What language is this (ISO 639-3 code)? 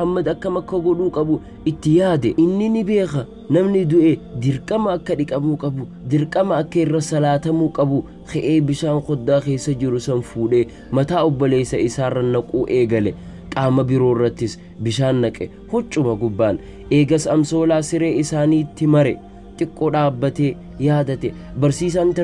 orm